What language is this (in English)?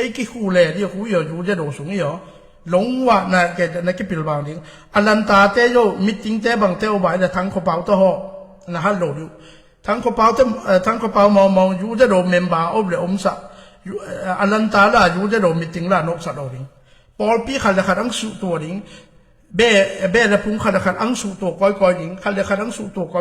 Tedim Chin